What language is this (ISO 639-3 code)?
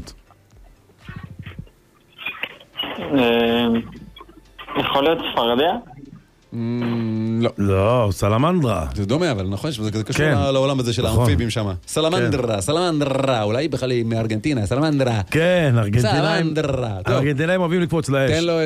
heb